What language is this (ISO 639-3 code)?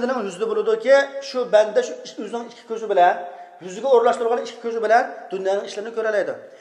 uig